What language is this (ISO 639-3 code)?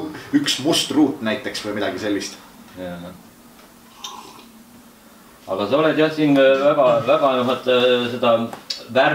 est